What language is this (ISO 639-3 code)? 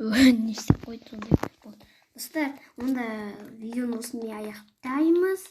kaz